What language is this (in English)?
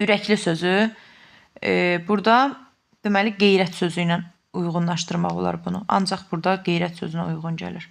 Azerbaijani